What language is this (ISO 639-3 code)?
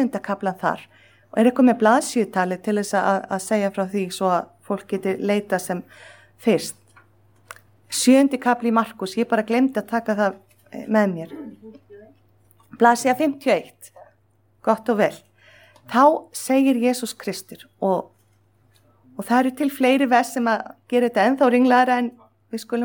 isl